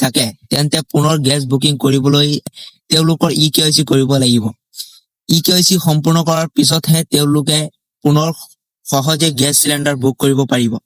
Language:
Assamese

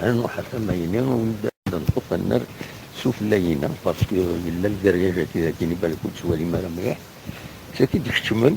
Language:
Kabyle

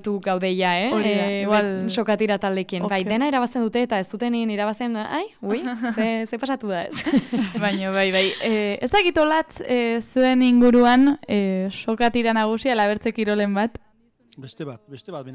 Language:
Basque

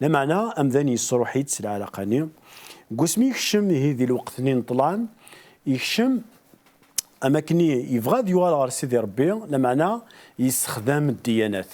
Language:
Kabyle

